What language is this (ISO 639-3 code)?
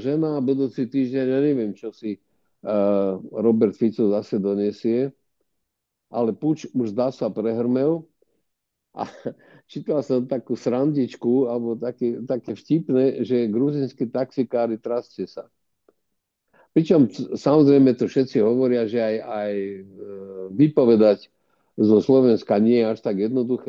slk